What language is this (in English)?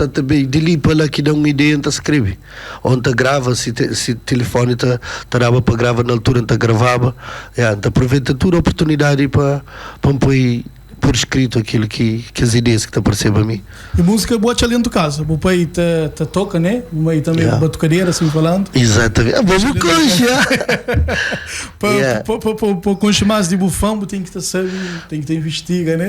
Kabuverdianu